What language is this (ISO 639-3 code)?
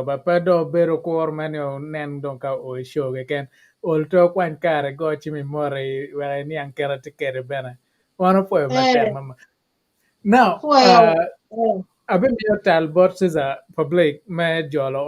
ach